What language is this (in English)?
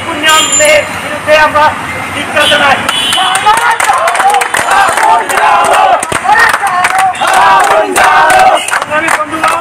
Bangla